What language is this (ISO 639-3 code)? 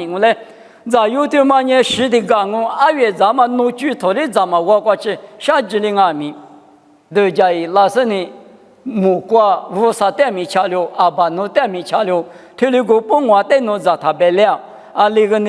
lis